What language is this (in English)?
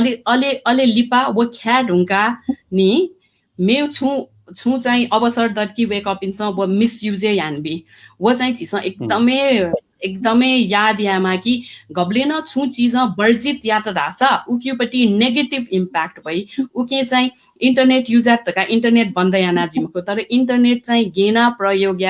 Newari